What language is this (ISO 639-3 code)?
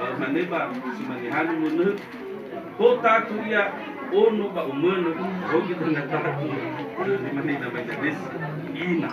nia